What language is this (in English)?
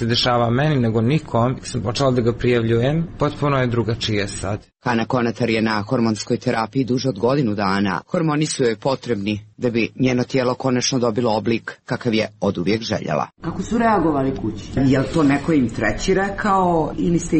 Serbian